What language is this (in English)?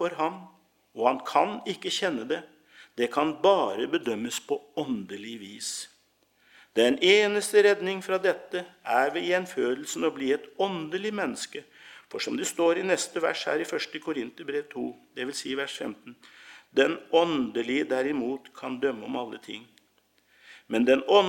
Norwegian